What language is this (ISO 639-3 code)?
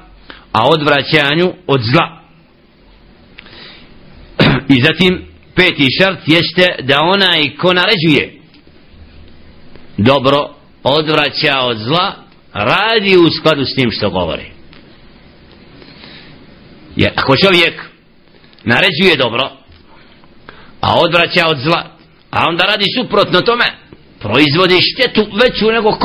bos